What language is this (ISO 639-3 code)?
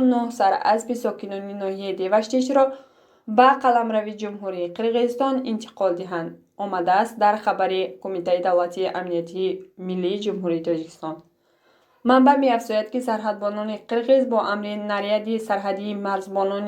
tgk